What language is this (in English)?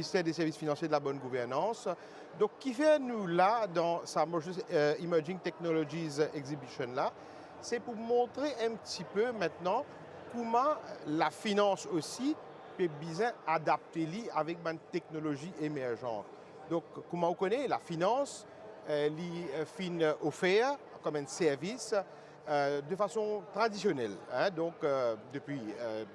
Morisyen